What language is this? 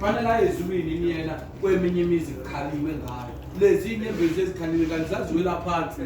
Zulu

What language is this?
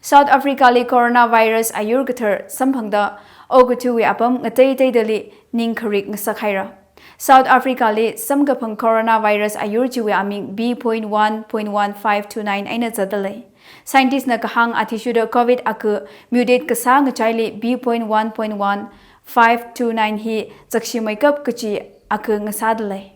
Tangkhul Naga (India)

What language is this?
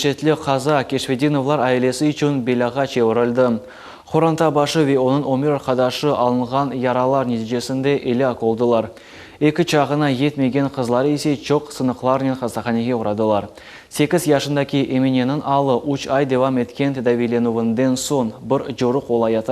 Crimean Tatar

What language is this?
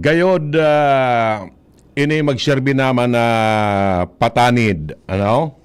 Bikol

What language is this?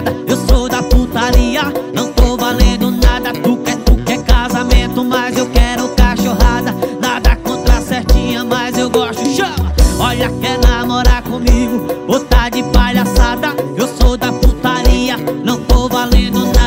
Portuguese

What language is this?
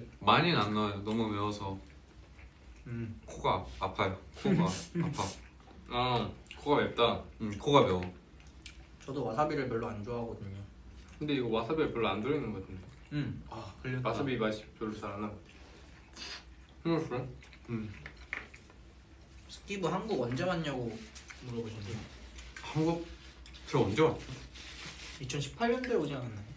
Korean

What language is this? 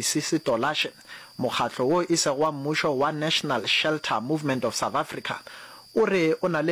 Northern Sotho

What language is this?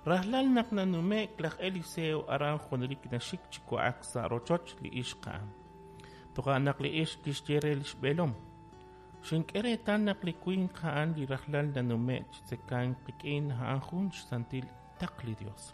Kekchí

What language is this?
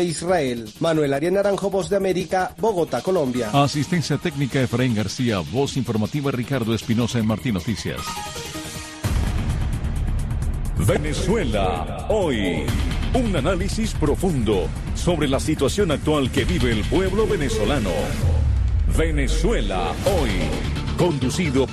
Spanish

